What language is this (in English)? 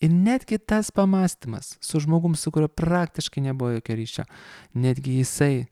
Lithuanian